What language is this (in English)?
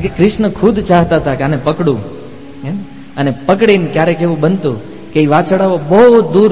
Gujarati